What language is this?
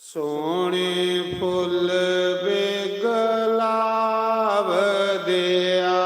Dogri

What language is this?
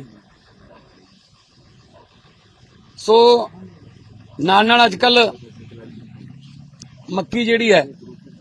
Punjabi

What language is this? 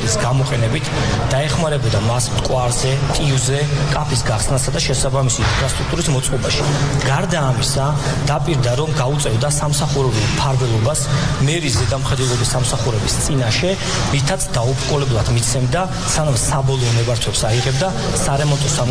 Georgian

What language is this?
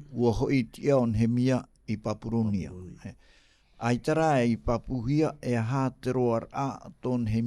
Tahitian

